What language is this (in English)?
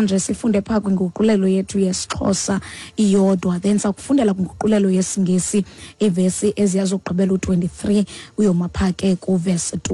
Xhosa